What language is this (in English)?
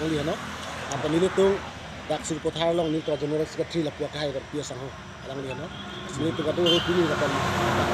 Karbi